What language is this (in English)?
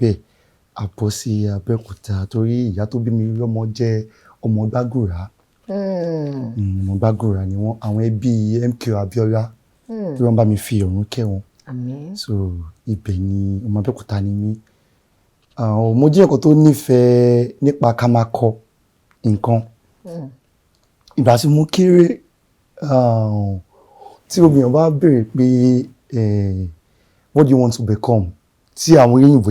Yoruba